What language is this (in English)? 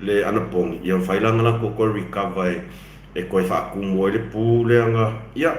Samoan